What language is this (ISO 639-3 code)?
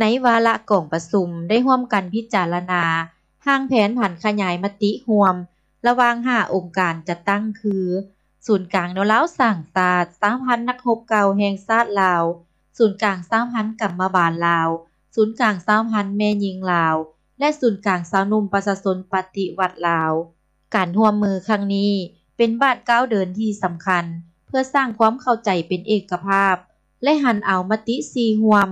lao